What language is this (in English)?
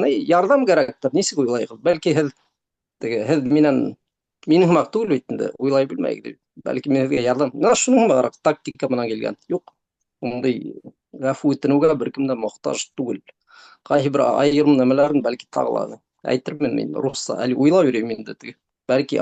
Bashkir